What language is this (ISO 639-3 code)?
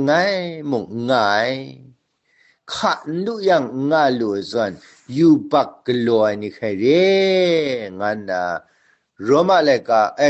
kac